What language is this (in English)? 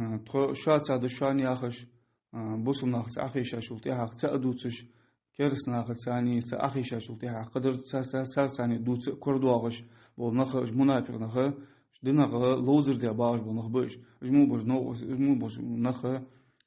Ingush